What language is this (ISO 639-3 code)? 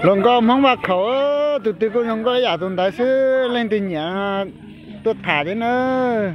hmn